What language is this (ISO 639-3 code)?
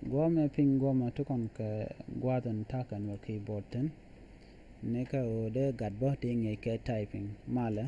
nus